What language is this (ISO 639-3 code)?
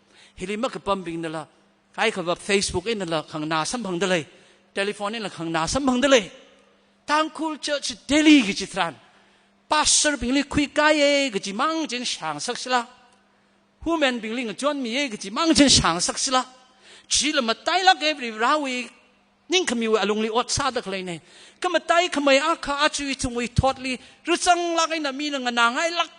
nmf